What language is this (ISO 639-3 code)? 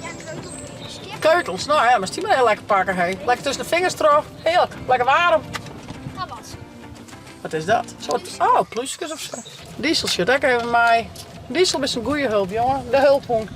fry